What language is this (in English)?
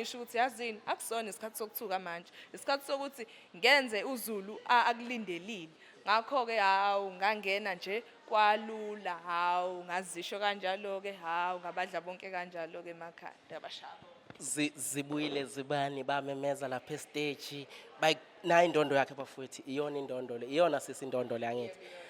Zulu